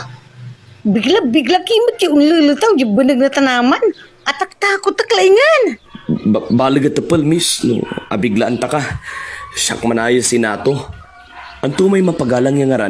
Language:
Pangasinan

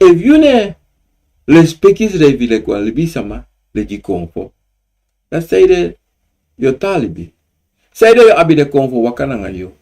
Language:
Sranan Tongo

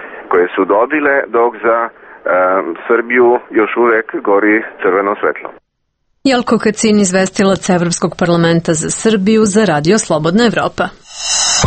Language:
Serbian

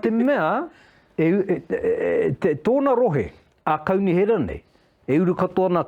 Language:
Māori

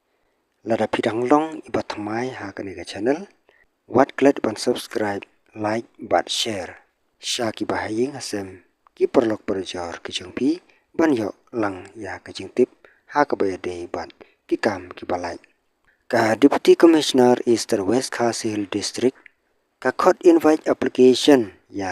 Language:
Khasi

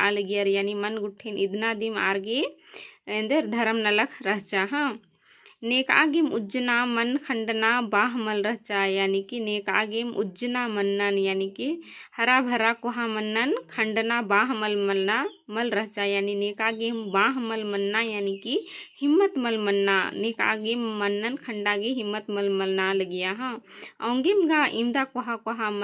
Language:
Kurukh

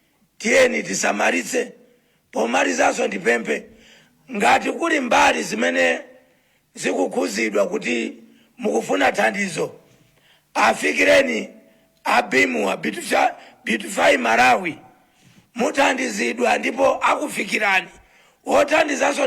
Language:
Nyanja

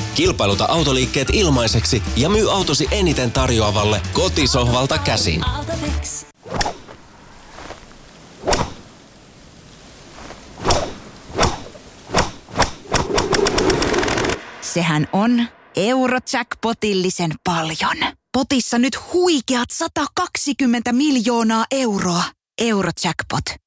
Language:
Finnish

